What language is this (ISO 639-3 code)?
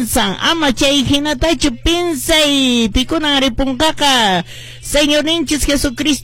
que